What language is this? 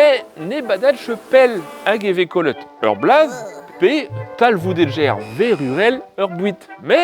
Breton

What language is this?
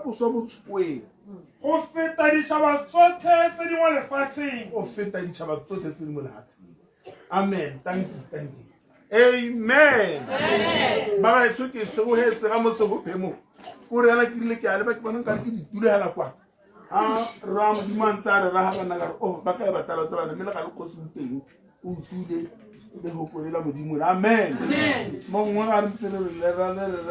Tswana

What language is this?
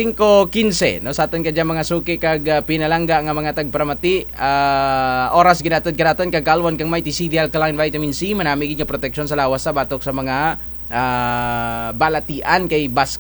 Kinaray-a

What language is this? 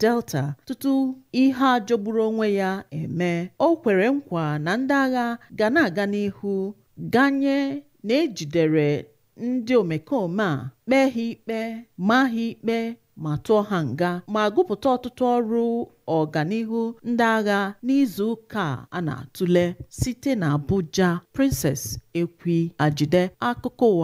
Igbo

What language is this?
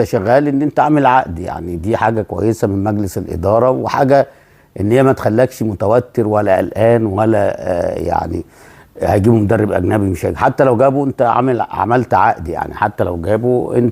Egyptian Arabic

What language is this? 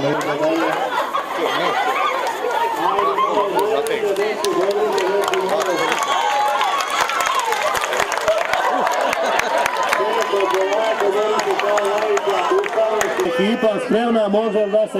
Serbian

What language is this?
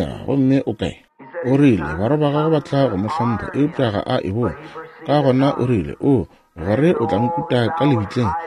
Northern Sotho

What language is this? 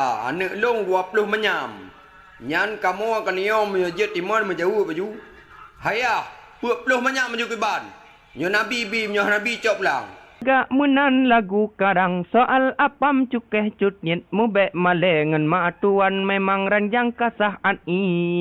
Achinese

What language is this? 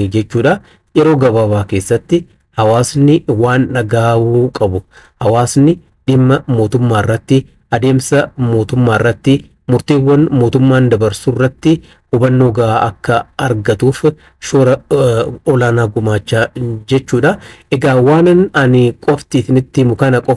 Oromo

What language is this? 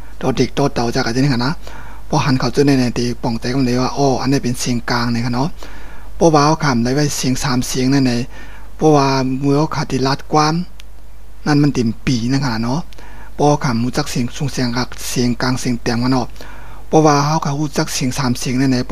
Shan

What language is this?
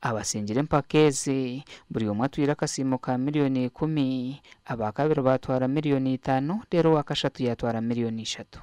Nyankole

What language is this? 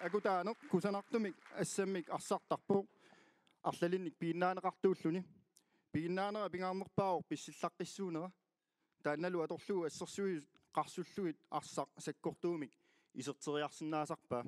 Kalaallisut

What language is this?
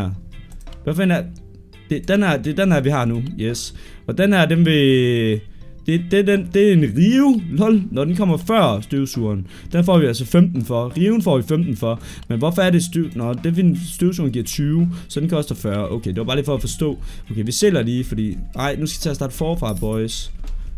Danish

